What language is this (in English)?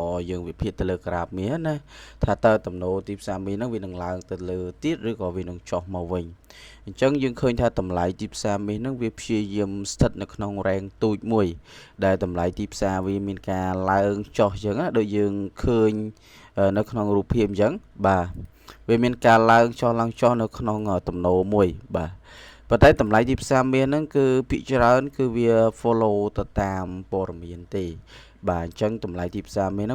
Khmer